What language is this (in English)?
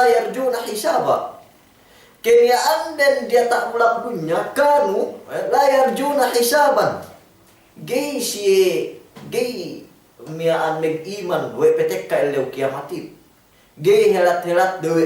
Yakan